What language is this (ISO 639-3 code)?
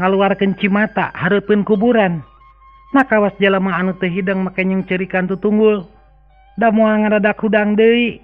sun